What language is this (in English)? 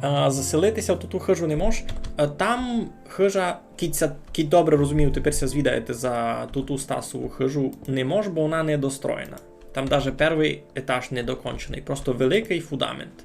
Rusyn